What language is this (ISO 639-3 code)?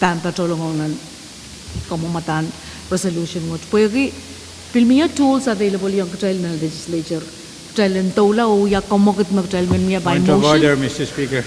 pon